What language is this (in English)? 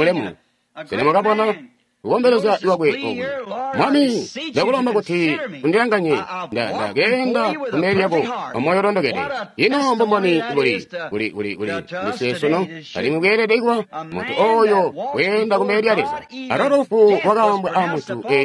Tonga (Zambia)